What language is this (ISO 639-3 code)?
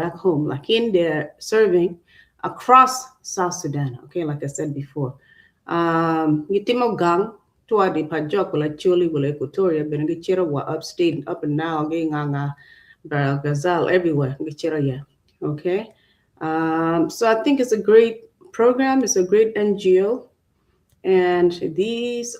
ach